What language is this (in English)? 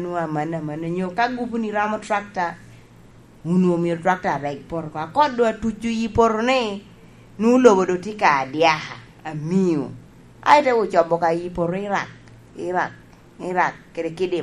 Lango (Uganda)